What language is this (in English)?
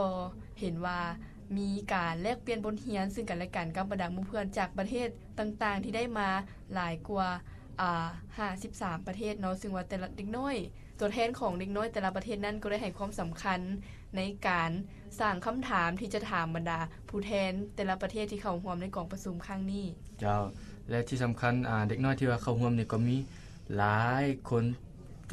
Lao